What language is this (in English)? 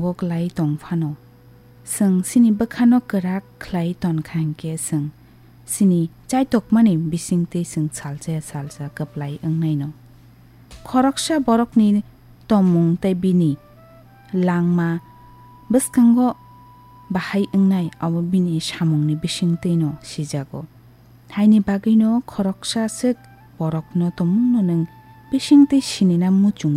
Kok Borok